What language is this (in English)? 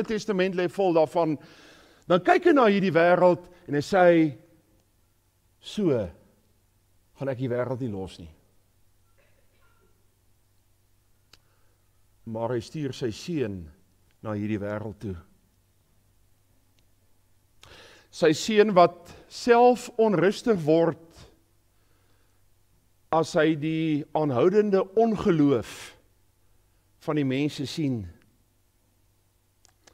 Afrikaans